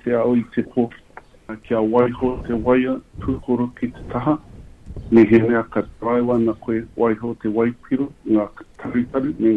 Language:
Māori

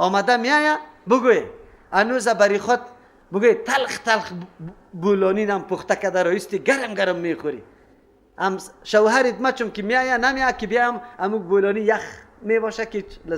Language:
Persian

